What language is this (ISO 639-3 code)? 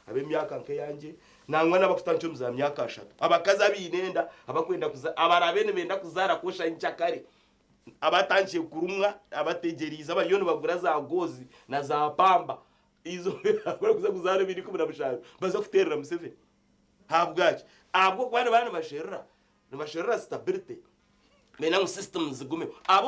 nyn